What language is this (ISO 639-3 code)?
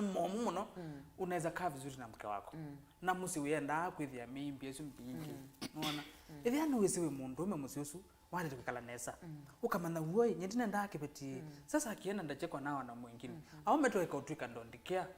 kam